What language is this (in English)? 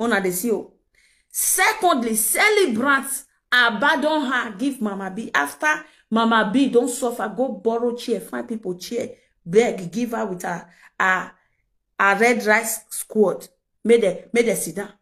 Nigerian Pidgin